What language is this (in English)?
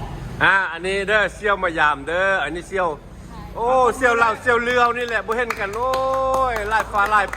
Lao